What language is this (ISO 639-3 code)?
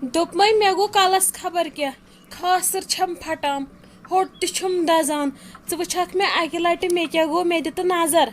kas